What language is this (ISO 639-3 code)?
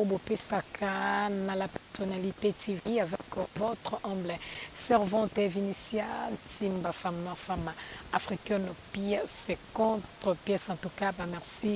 lin